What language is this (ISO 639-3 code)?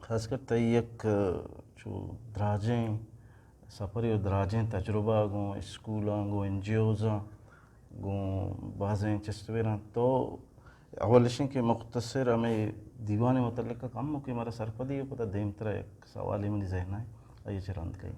bgp